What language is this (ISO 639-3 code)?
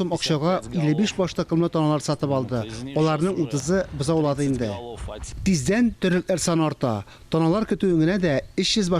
tat